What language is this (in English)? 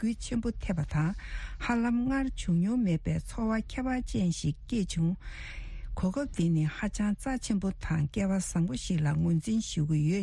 Tibetan